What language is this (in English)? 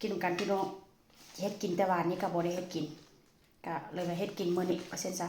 Northeastern Thai